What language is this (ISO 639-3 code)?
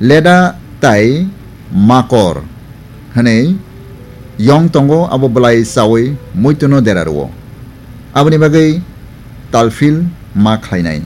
trp